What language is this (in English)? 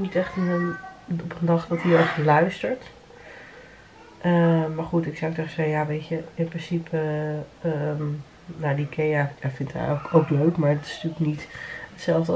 Dutch